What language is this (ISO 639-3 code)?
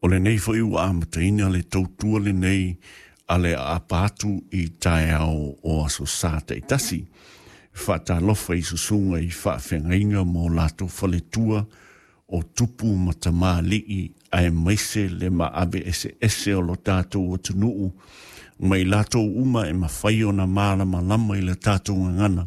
smo